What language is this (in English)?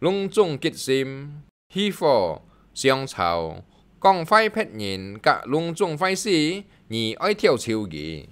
Hakka Chinese